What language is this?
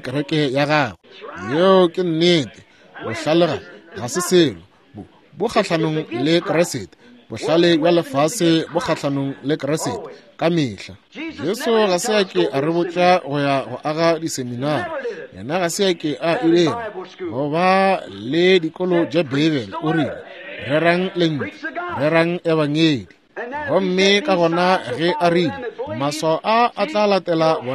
Northern Sotho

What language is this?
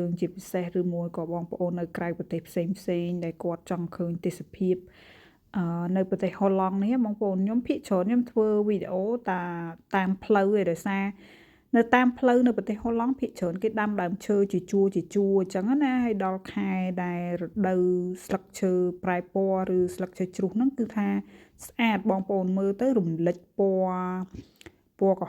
Khmer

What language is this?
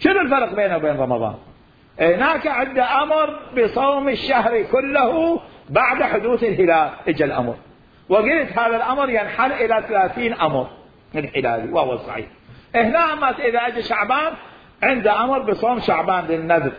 Mesopotamian Arabic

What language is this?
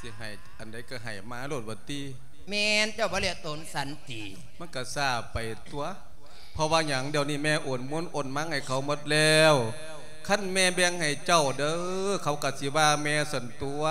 Lao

